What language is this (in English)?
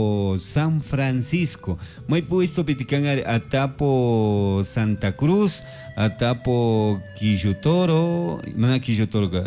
Chimborazo Highland Quichua